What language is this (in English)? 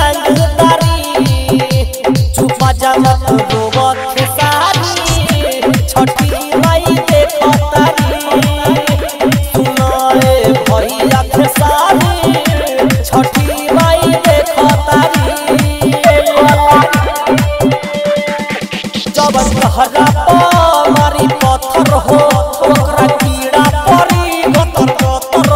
Bhojpuri